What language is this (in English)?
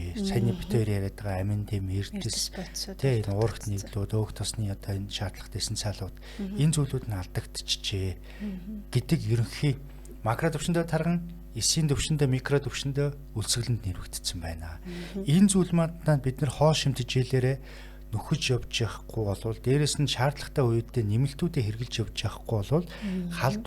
Mongolian